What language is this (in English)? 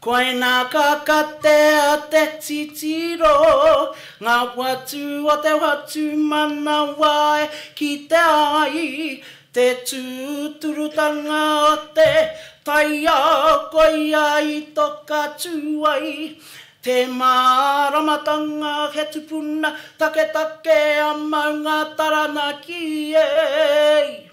Māori